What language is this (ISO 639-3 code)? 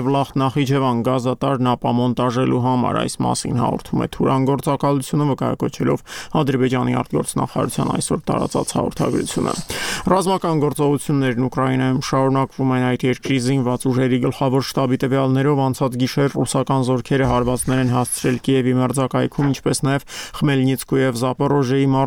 hye